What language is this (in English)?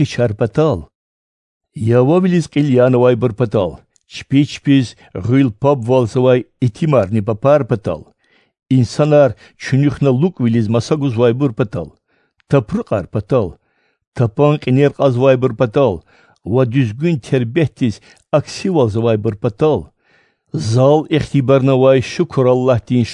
Lezghian